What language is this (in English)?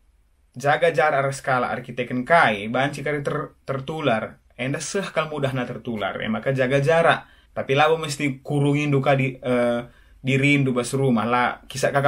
Batak Karo